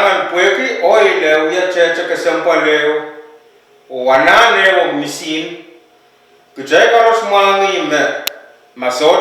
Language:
Pohnpeian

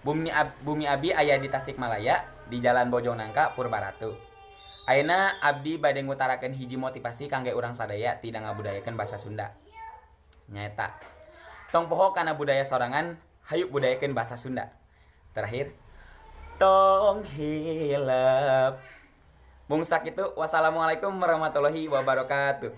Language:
Sundanese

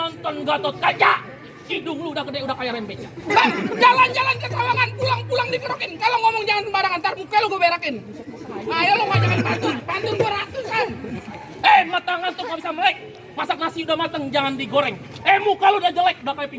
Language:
Betawi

